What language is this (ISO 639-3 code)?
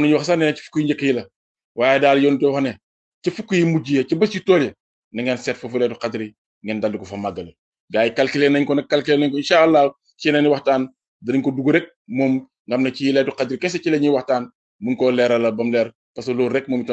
wol